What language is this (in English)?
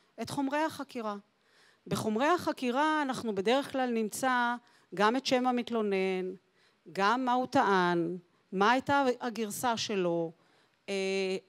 Hebrew